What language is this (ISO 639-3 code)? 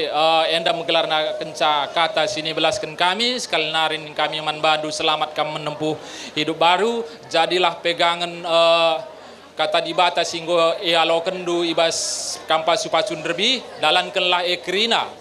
btx